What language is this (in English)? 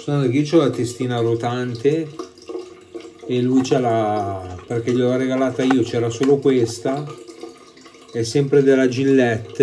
Italian